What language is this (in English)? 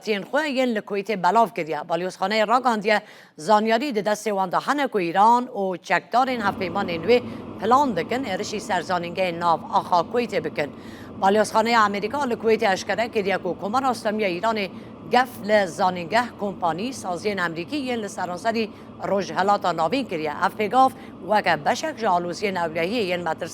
Kurdish